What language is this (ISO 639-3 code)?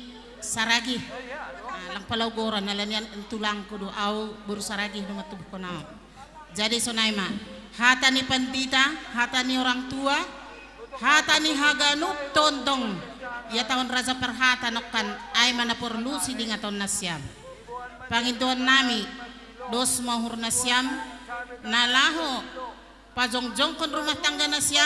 bts